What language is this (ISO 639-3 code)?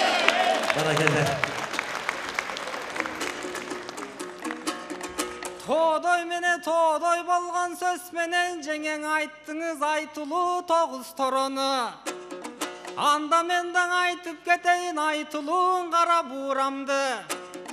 kir